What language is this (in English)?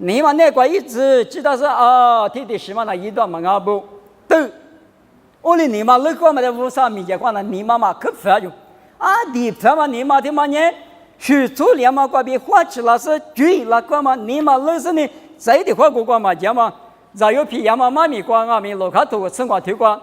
Lisu